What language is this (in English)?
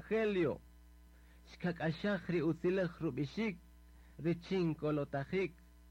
Kaqchikel